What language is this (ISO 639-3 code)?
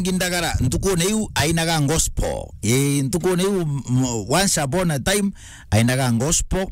mer